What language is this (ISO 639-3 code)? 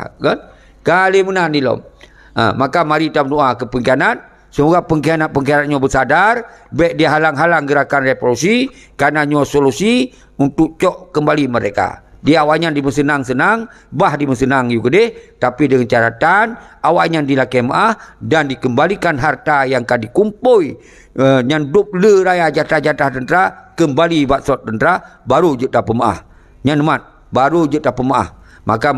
ace